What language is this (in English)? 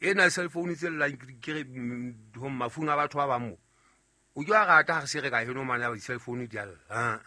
Southern Sotho